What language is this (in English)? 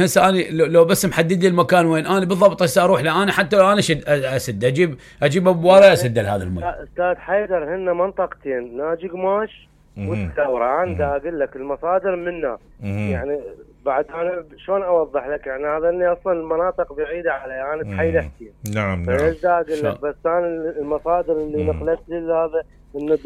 Mesopotamian Arabic